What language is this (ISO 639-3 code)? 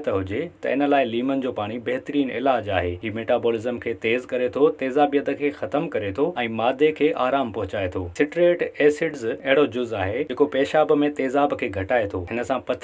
snd